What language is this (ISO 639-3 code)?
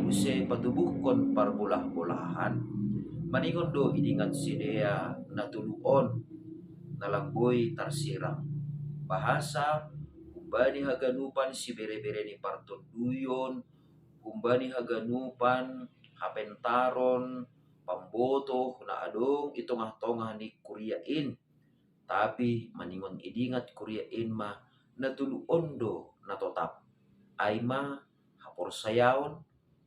bts